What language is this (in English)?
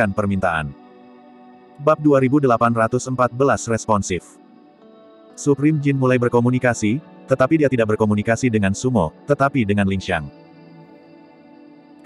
Indonesian